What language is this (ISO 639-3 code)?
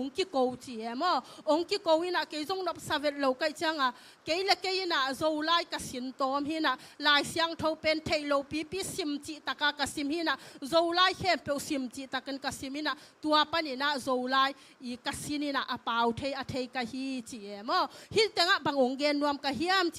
ctd